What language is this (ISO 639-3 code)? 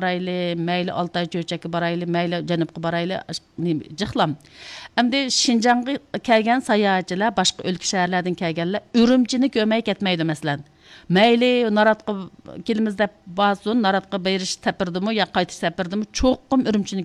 uig